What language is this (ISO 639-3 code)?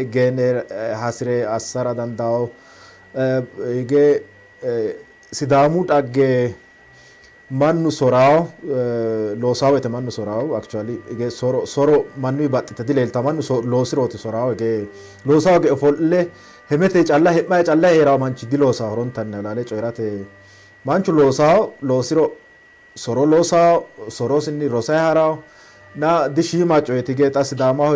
sid